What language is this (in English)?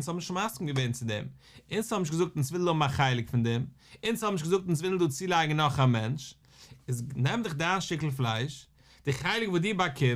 Yiddish